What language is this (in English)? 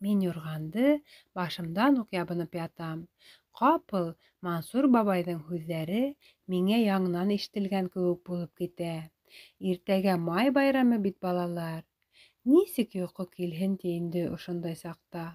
Bashkir